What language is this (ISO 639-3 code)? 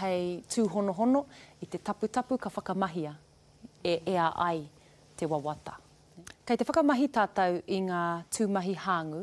mri